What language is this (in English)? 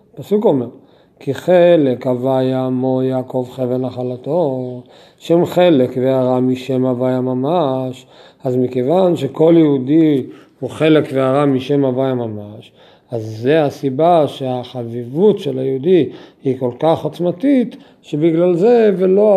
Hebrew